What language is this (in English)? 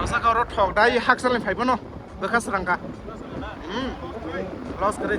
Kok Borok